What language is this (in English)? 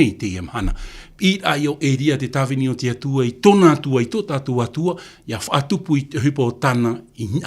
Tahitian